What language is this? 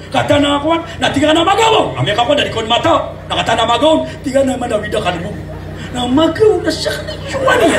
Maranao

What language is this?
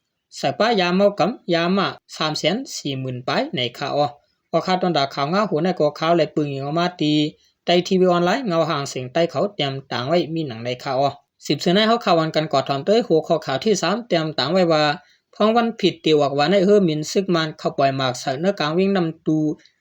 Shan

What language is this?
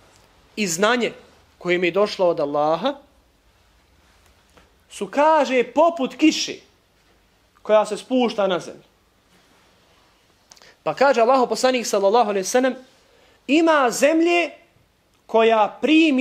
Bosnian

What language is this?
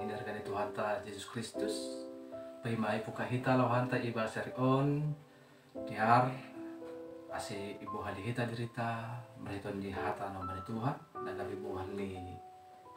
Batak Simalungun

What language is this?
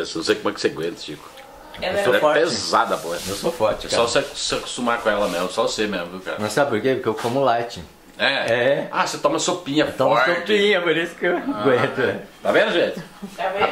Portuguese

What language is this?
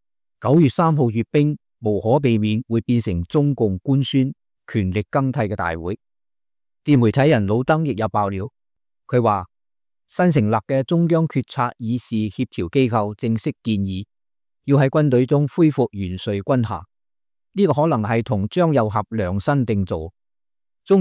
Cantonese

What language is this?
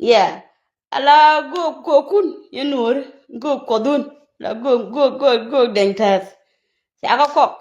Nuer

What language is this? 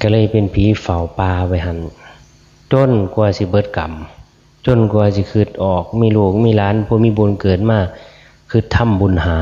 Northeastern Thai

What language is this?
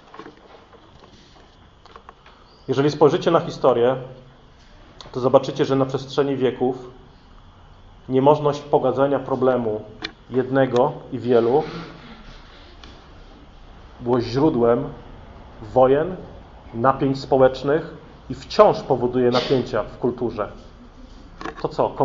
Polish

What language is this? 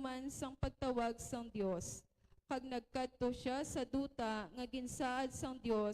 Hiligaynon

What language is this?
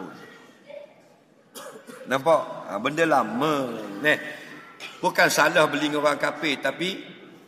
Malay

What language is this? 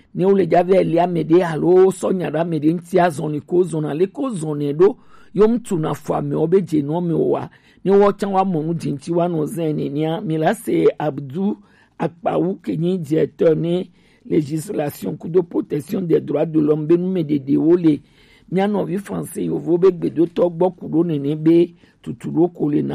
Gen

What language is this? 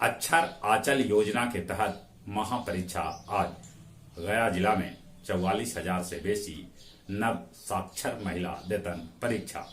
Magahi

